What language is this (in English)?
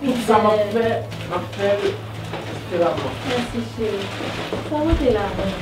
Haitian Creole